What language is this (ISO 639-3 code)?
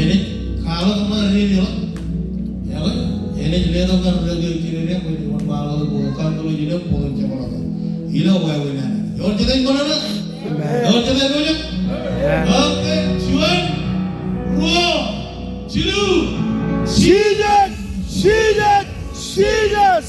mah